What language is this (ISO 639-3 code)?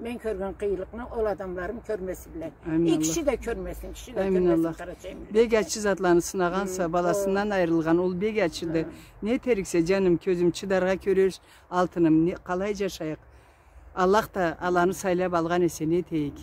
krc